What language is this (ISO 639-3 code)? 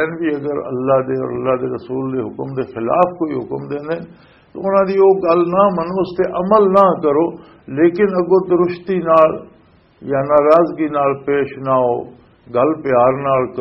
lah